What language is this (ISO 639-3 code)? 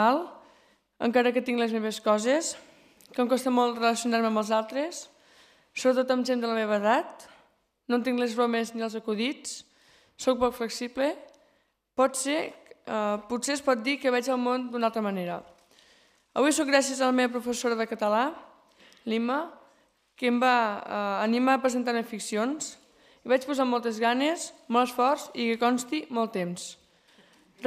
cat